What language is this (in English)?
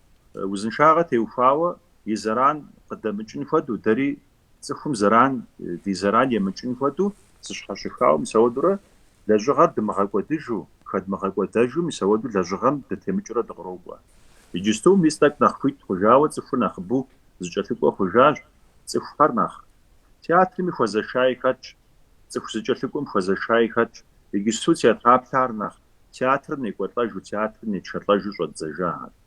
Kabardian